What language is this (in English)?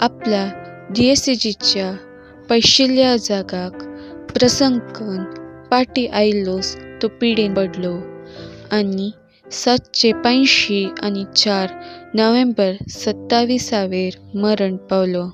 Konkani